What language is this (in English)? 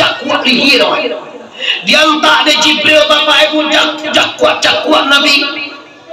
Minangkabau